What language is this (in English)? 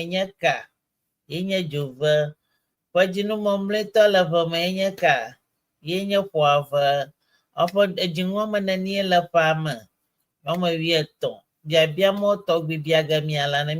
Ewe